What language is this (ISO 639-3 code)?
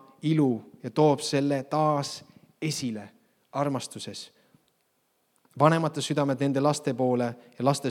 est